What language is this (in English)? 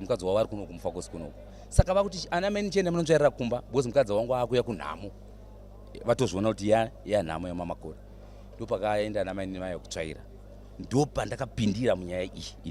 Shona